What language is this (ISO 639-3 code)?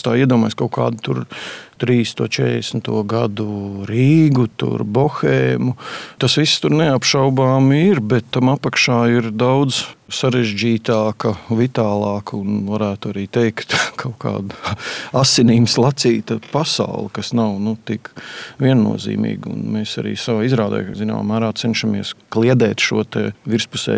lav